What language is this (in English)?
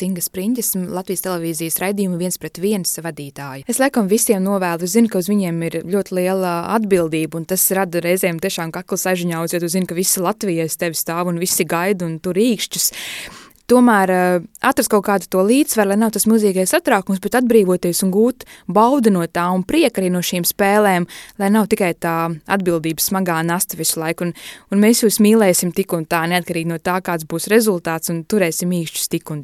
Latvian